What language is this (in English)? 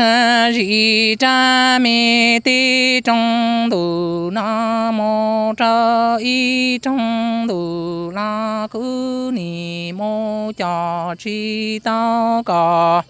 Hmong